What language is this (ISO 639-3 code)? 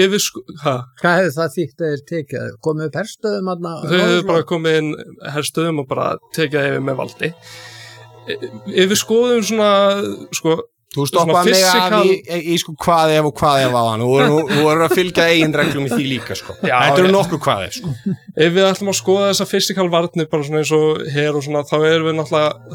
isl